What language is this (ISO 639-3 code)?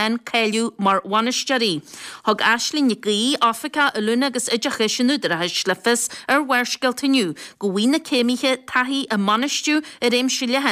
gle